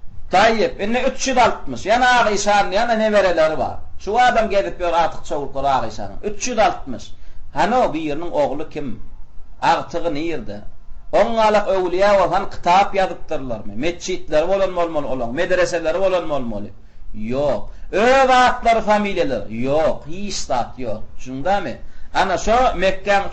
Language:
Turkmen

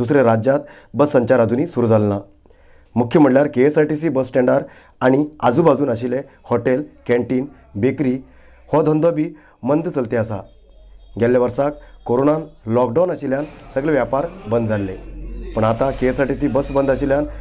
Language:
Konkani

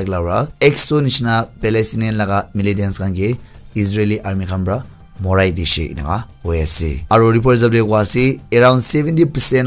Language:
Naga Pidgin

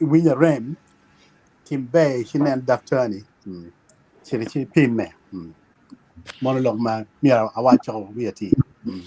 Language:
Acoli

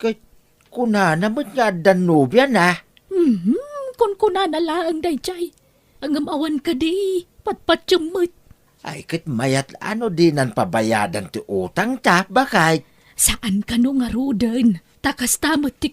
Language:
Iloko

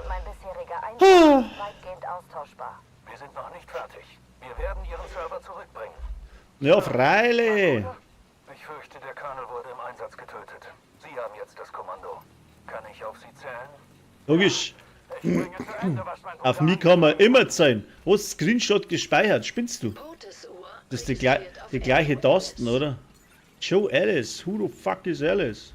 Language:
Bavarian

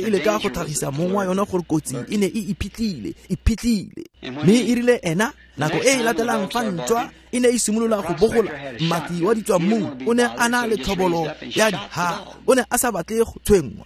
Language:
Tswana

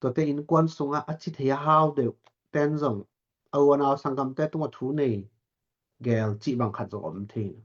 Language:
Tedim Chin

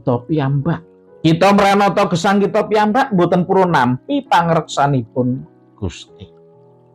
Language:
Javanese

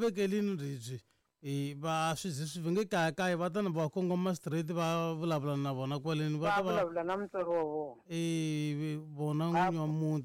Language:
Tsonga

